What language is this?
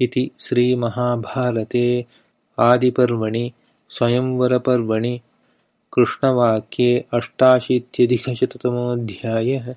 Sanskrit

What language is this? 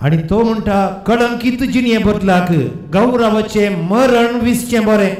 Konkani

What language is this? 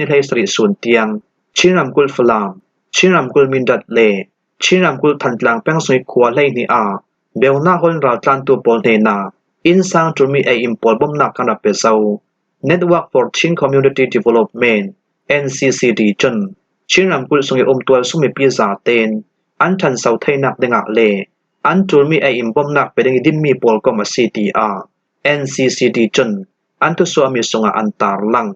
Falam Chin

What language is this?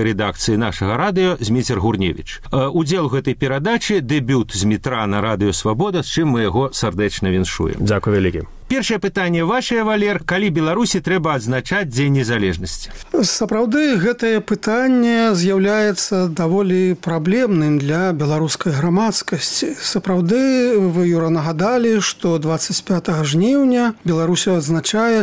Belarusian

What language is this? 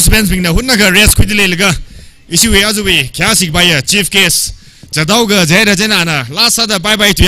Tangkhul Naga (India)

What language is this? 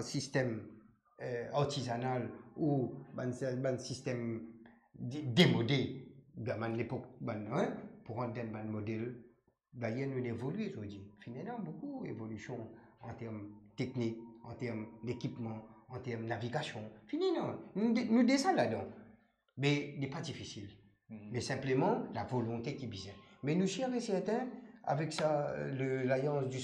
Morisyen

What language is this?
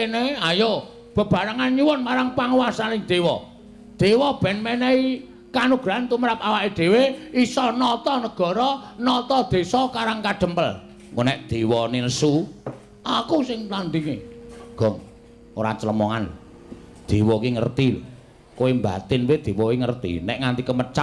Javanese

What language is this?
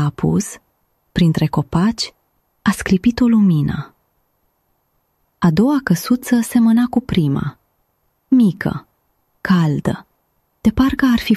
Romanian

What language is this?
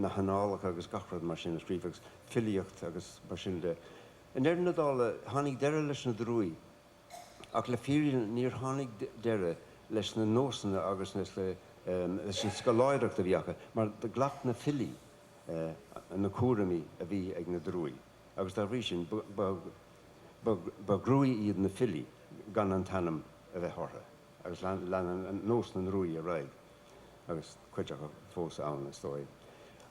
Irish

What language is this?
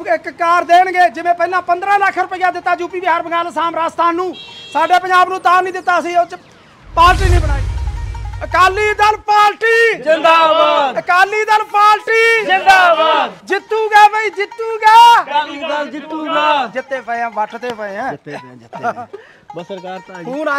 Punjabi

